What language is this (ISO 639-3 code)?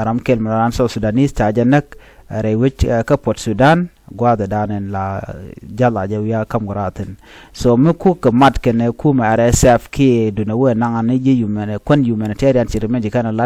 nus